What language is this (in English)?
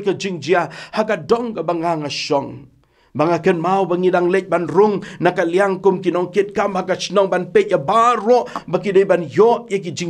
Khasi